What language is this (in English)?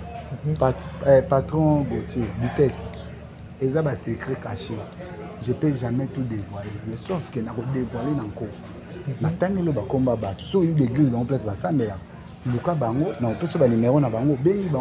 Lingala